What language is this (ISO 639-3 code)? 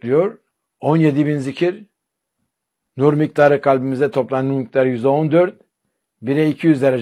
tur